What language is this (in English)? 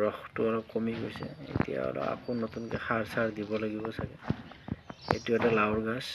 Assamese